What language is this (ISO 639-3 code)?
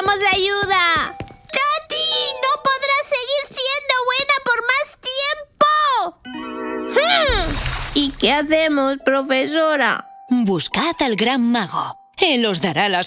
spa